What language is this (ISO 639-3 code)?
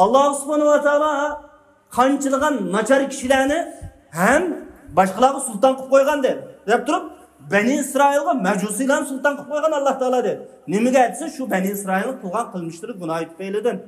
uig